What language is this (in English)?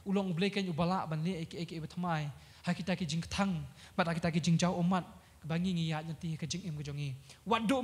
Khasi